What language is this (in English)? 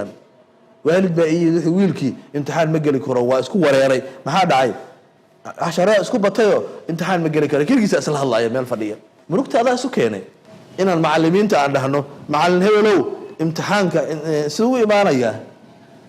Somali